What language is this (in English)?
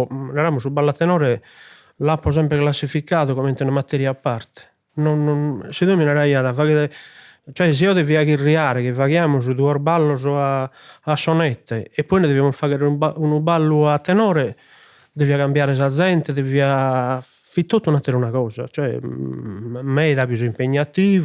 Sardinian